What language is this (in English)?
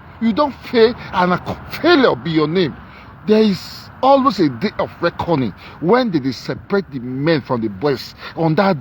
Nigerian Pidgin